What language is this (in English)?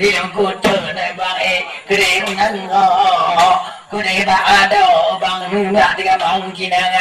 Achinese